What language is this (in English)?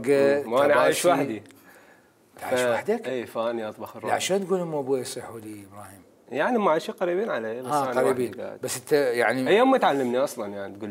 Mesopotamian Arabic